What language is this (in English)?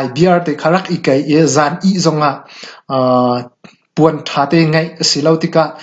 Hakha Chin